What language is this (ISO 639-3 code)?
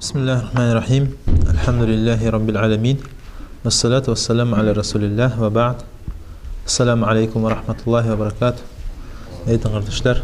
kum